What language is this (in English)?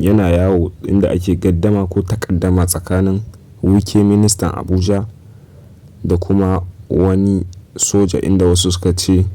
Hausa